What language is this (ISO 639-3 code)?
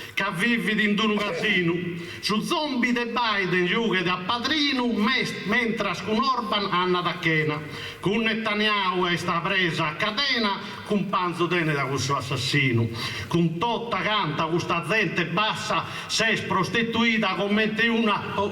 srd